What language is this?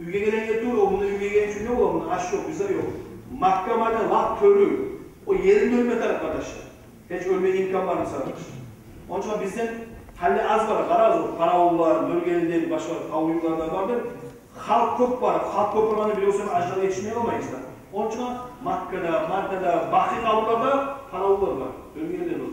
Kumyk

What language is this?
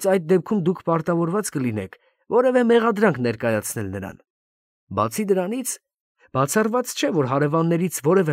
Armenian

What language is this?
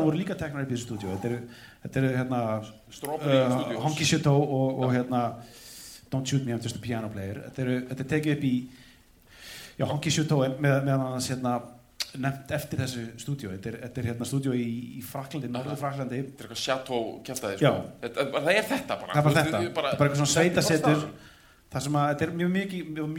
Icelandic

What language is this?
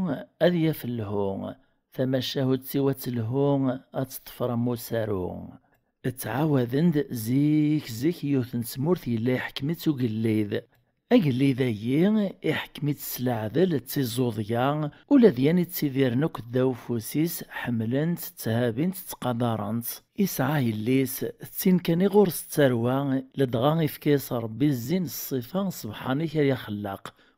Kabyle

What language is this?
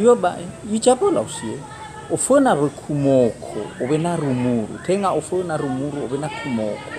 Nias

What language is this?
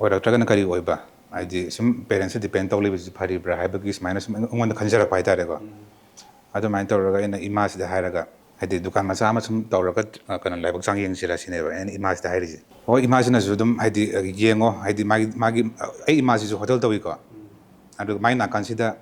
Manipuri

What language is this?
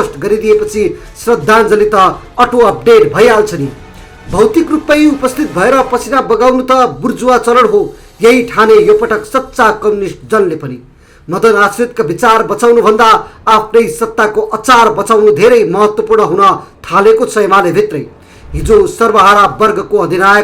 Nepali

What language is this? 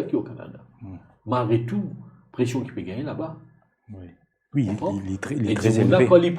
Morisyen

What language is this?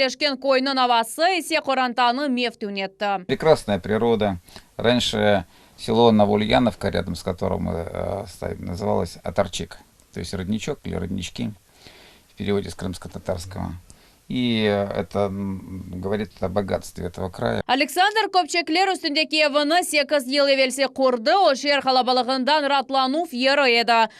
Crimean Tatar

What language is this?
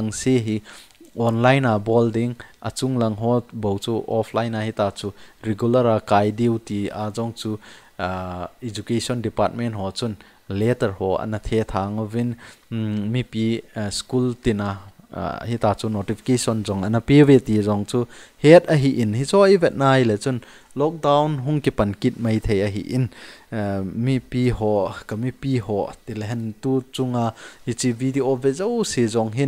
Thado Chin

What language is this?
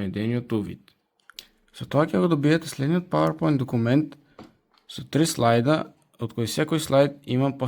Macedonian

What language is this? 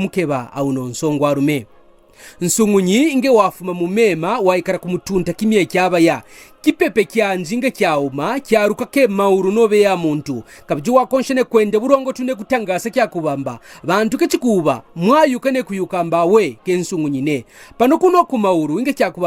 Kaonde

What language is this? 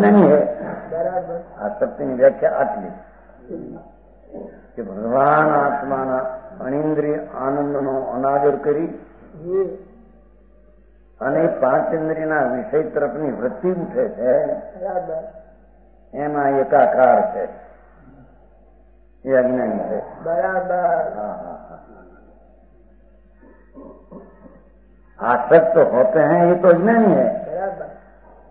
Gujarati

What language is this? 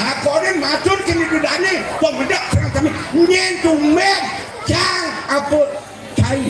Balinese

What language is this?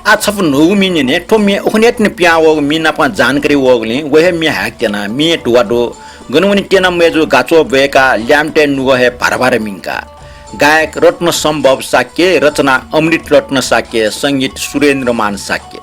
Newari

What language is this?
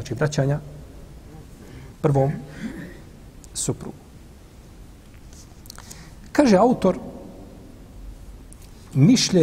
Bosnian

